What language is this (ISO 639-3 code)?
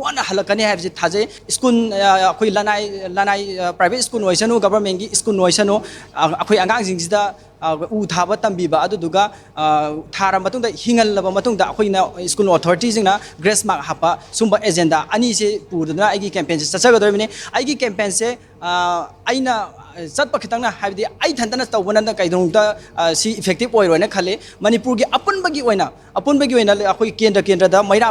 mni